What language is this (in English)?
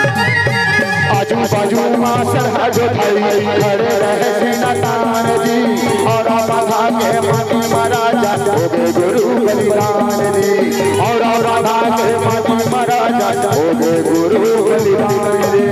Chhattisgarhi